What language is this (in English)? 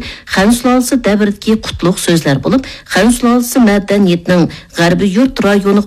Uyghur